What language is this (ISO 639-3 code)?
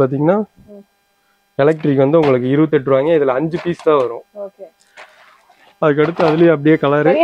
tam